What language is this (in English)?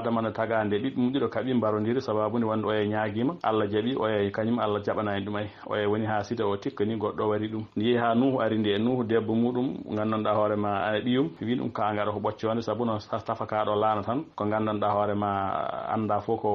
Fula